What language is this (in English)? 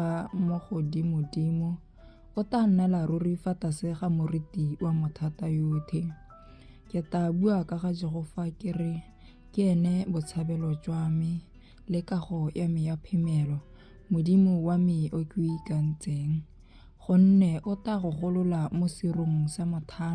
Tswana